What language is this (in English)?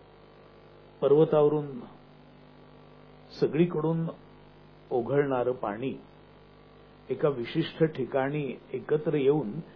Marathi